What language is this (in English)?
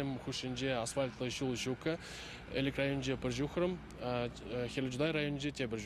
Chuvash